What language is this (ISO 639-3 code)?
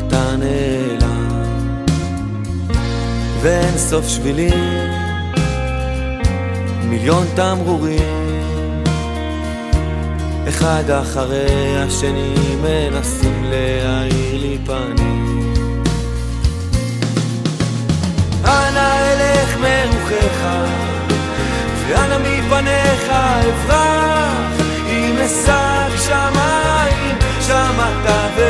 heb